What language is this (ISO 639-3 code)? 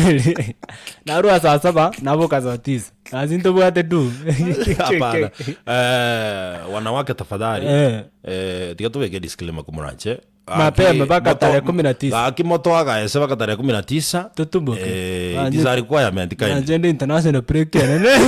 guz